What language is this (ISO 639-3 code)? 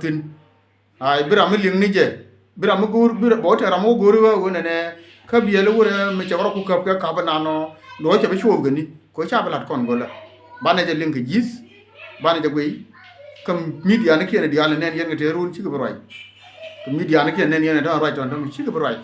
nus